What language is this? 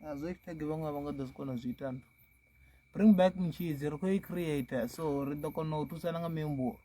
Venda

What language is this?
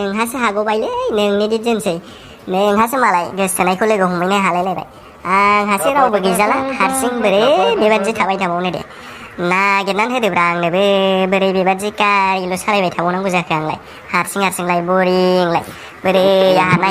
Bodo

